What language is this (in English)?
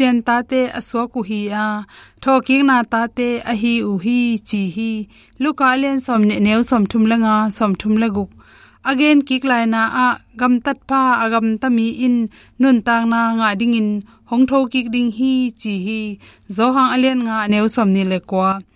Tedim Chin